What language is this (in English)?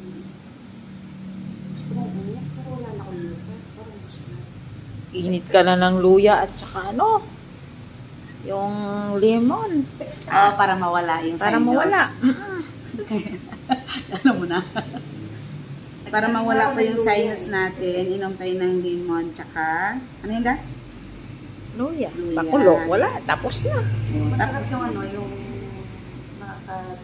Filipino